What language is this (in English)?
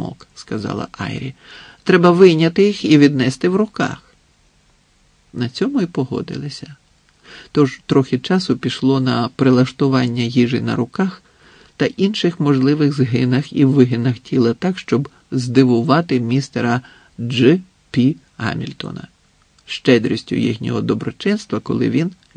Ukrainian